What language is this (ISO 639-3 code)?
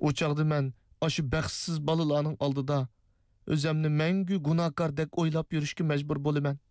uig